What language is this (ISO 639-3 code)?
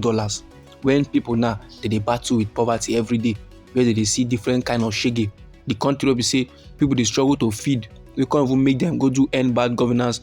pcm